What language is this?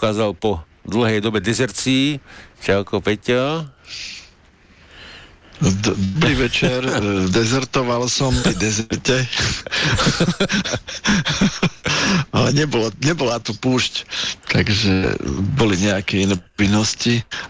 Slovak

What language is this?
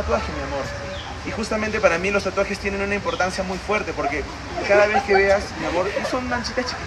Spanish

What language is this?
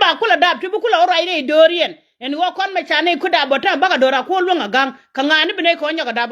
Nuer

